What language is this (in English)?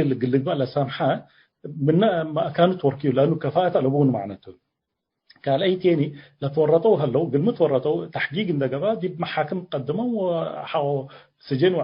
Tigre